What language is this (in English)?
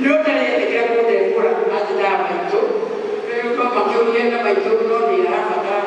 Kikuyu